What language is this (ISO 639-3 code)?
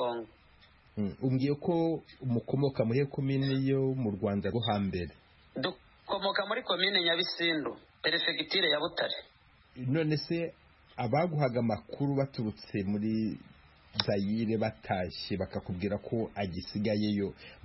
kin